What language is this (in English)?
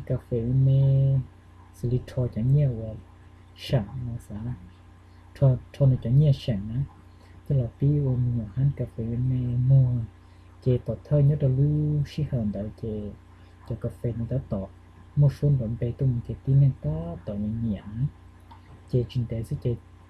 Hmong